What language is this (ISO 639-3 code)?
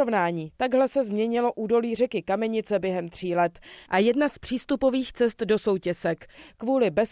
ces